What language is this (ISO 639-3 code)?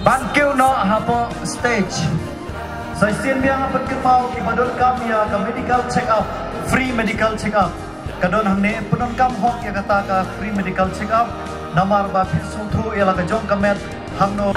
kha